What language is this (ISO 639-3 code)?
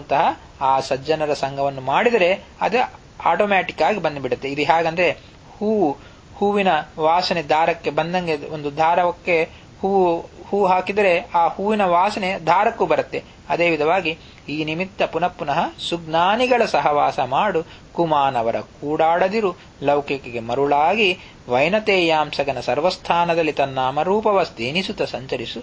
kan